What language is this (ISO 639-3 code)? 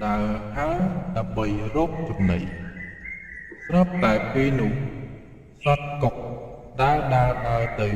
khm